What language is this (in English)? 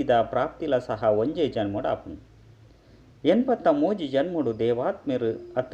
Tulu